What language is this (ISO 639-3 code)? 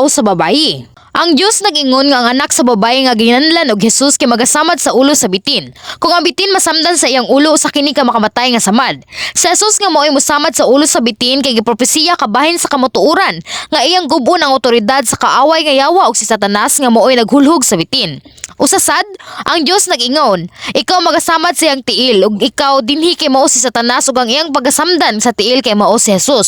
ceb